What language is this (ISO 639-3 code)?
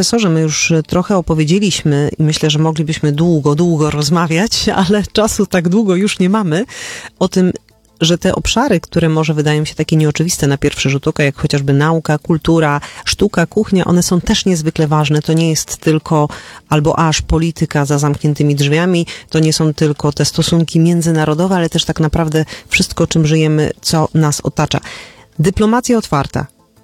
pol